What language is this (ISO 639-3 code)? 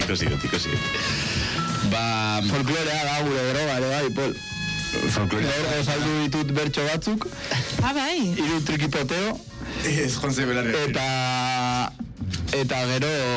eus